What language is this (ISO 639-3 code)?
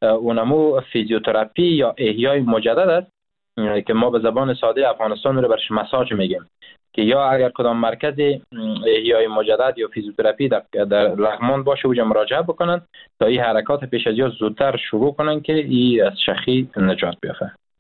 fas